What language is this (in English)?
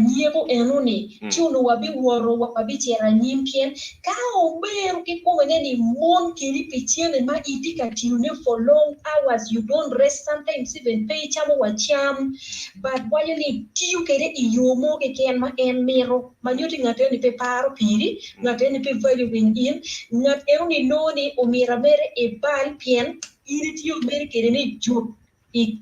Acoli